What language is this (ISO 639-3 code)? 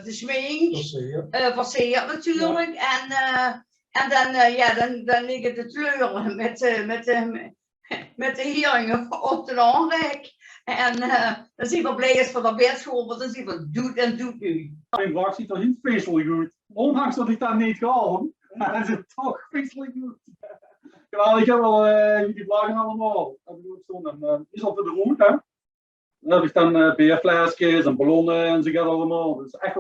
lim